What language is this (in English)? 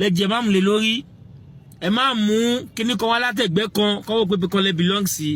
Yoruba